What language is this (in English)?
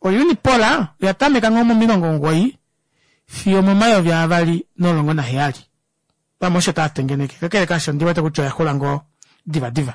Kuanyama